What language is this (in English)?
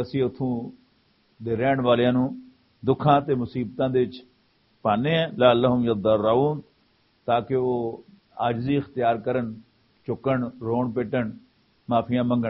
Western Panjabi